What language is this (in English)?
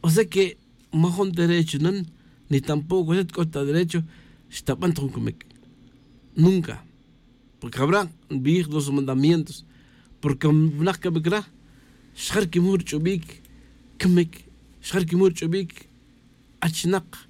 Tz'utujil